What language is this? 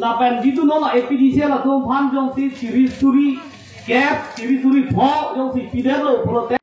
Karbi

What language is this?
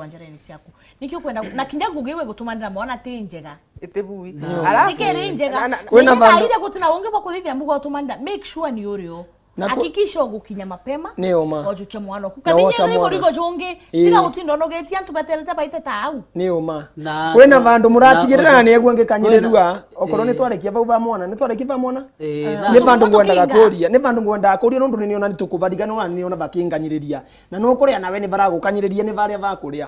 Meru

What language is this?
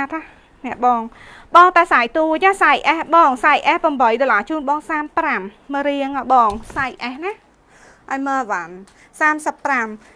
Khmer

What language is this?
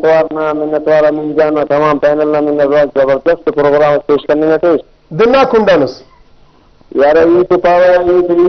Brahui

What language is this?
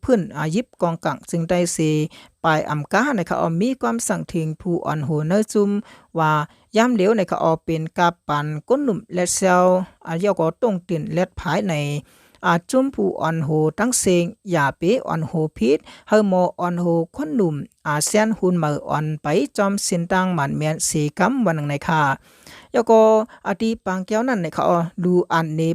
Shan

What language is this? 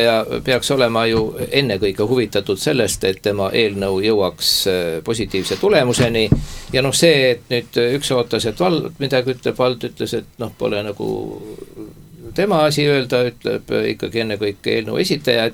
Estonian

